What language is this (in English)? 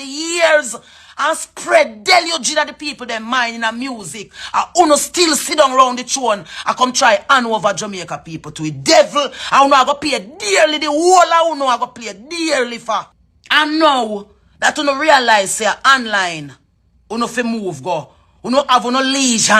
Jamaican Creole English